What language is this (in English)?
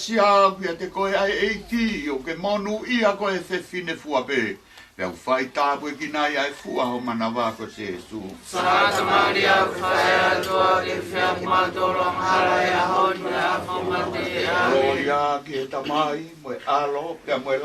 Tongan